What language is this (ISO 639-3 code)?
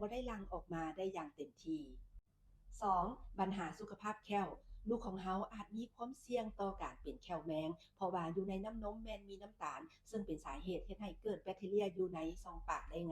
lao